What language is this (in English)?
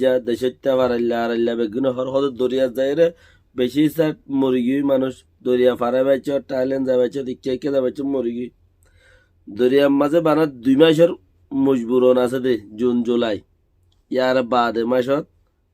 Rohingya